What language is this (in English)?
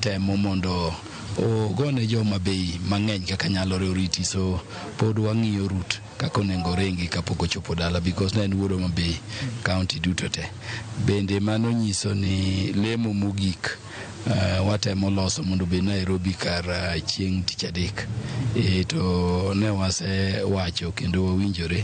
Luo (Kenya and Tanzania)